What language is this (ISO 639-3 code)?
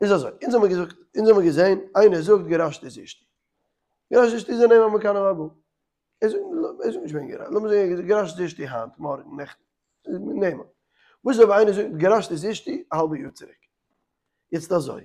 yid